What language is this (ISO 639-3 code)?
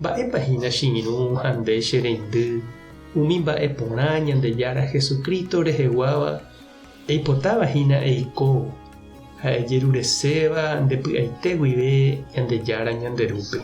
grn